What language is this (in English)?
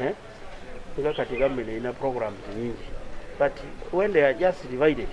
Ganda